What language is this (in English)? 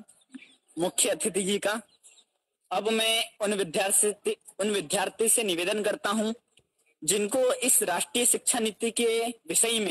Hindi